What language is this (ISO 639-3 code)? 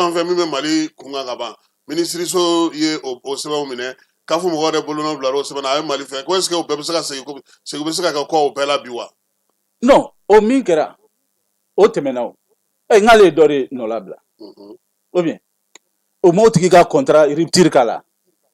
bam